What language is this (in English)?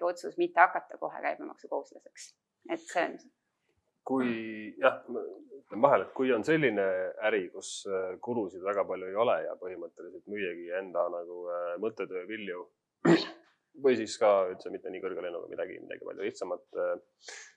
Estonian